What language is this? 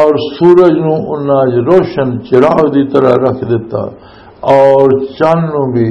Western Panjabi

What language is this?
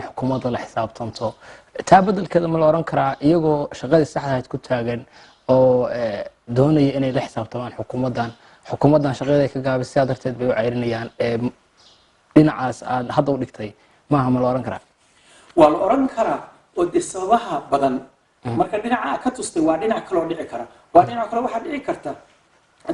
Somali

